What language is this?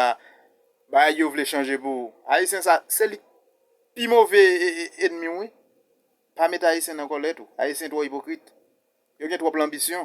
Haitian Creole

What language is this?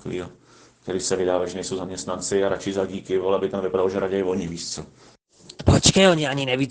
Czech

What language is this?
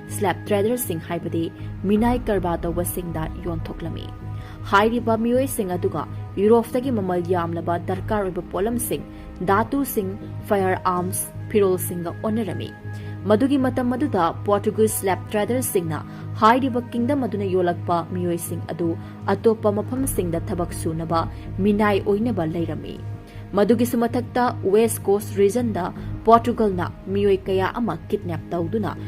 Manipuri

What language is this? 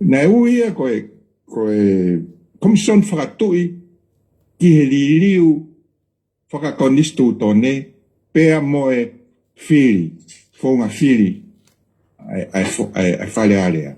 Tongan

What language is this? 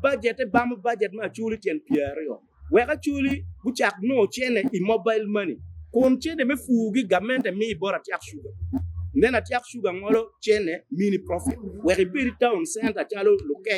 Acoli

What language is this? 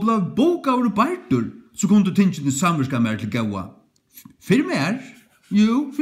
Faroese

